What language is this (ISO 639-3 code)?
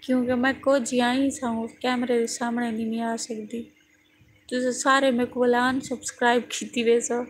skr